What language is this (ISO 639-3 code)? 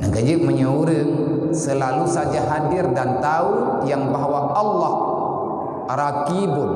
ace